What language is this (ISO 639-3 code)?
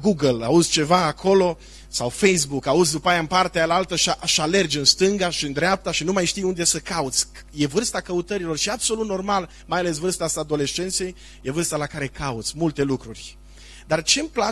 ron